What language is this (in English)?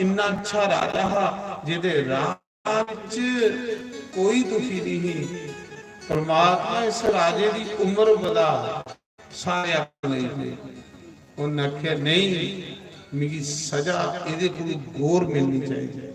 Dogri